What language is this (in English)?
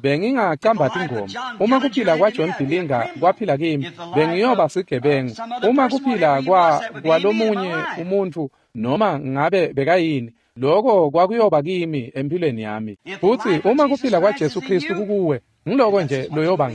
Swati